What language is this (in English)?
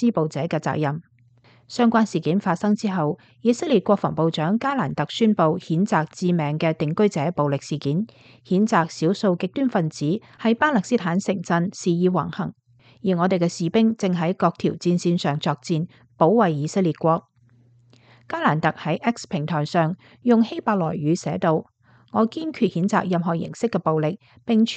Cantonese